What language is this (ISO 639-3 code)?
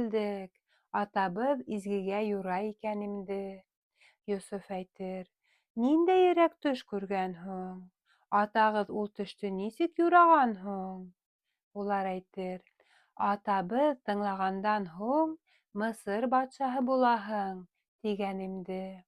bak